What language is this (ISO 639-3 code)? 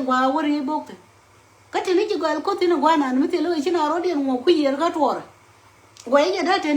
nus